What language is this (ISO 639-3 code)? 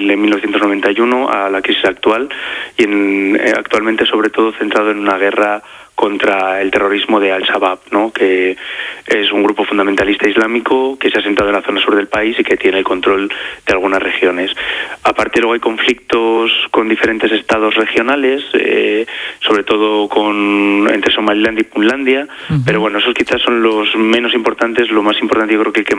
spa